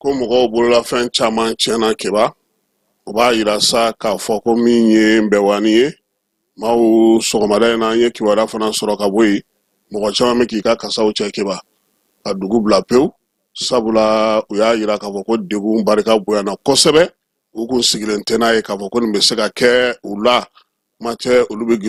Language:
Bambara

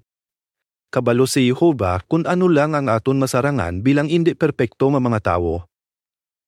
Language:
Hiligaynon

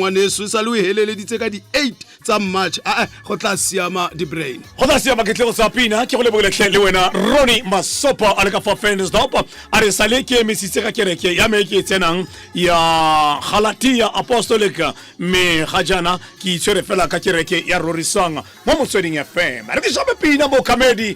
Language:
Tswana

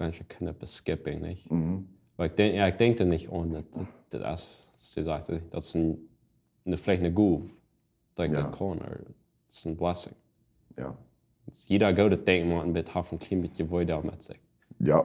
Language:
Plautdietsch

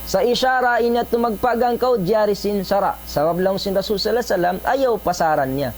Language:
Tausug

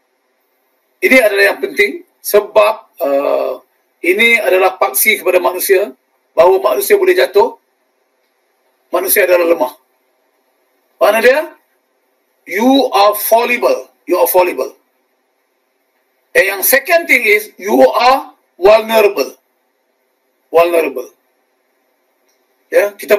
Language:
Malay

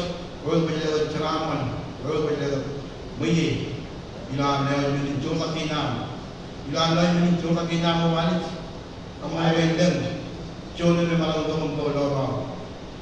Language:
Marshallese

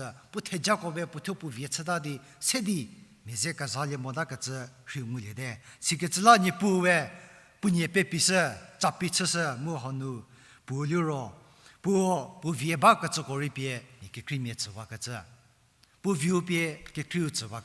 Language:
Angami Naga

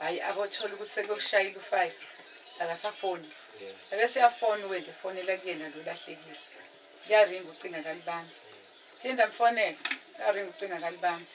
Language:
Zulu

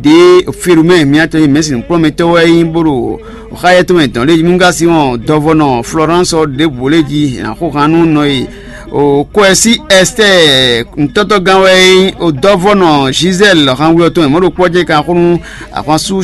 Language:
Fon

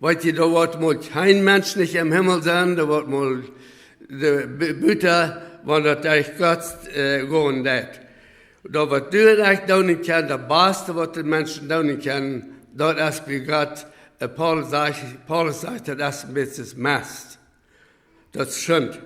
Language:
Plautdietsch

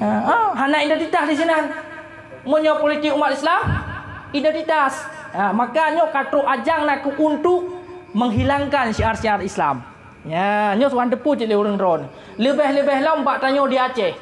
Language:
Achinese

